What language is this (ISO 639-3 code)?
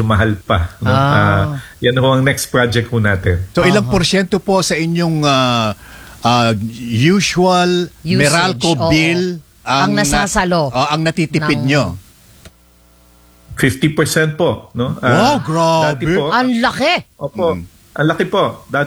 fil